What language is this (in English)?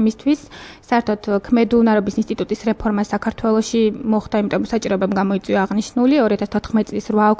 Georgian